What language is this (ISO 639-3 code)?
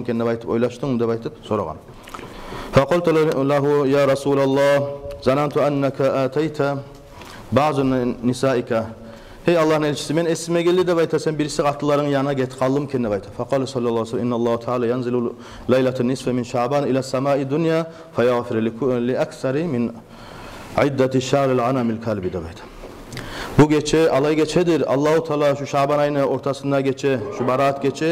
kum